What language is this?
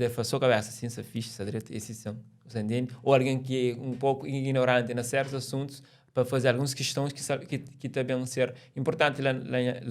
Kabuverdianu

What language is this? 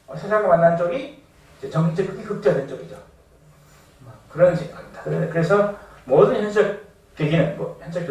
Korean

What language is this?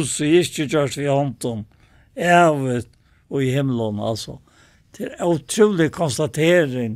Faroese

